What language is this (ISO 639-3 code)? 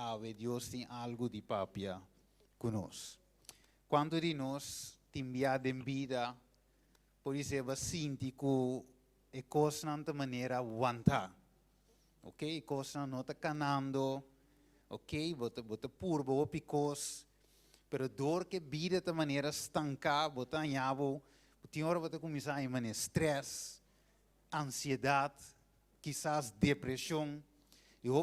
pap